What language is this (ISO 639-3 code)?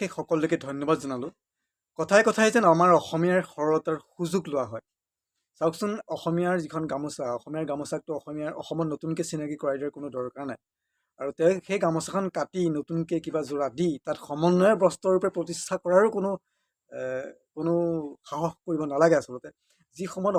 asm